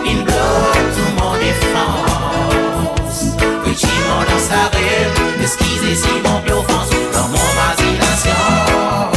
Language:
Morisyen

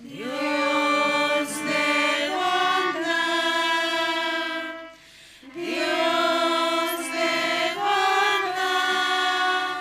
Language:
South Bolivian Quechua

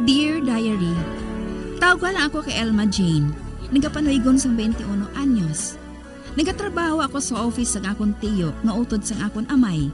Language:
Hiligaynon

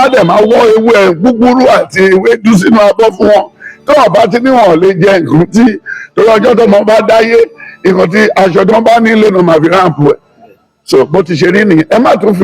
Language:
Yoruba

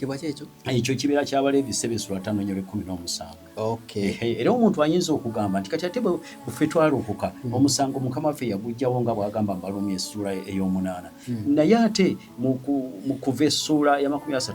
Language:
Ganda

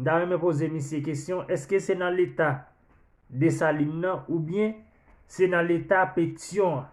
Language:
Haitian Creole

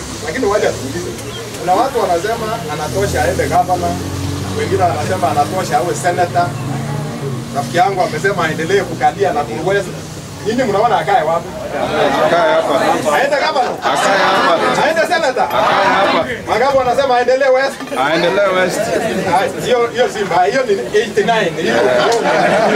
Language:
Swahili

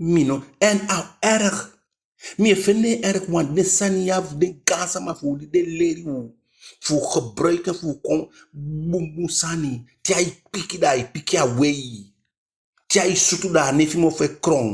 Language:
Eastern Maroon Creole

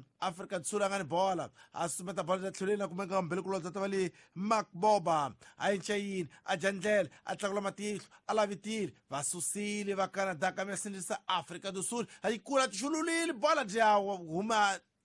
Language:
Tsonga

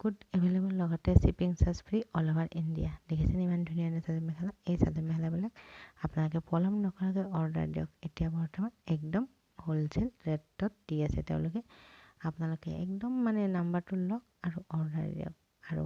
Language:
Assamese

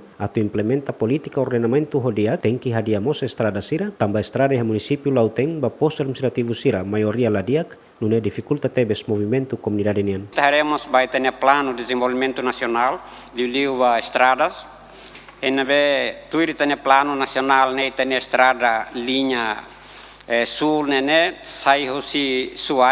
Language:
Tetum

